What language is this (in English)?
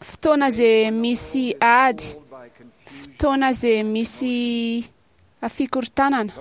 Malagasy